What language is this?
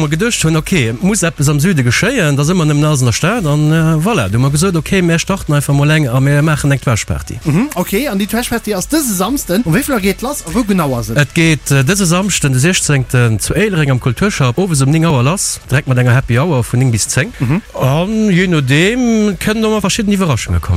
Luxembourgish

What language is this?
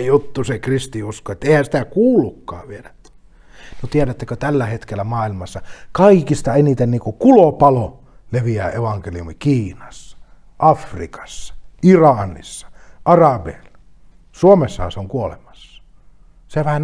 Finnish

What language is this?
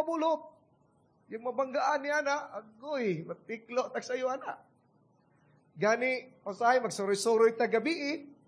Cebuano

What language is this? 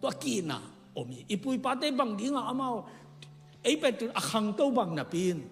Tedim Chin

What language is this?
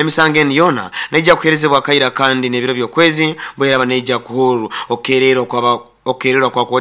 Nyoro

